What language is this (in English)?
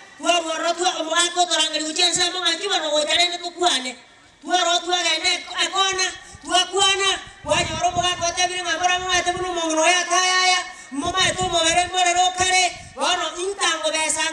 Gusii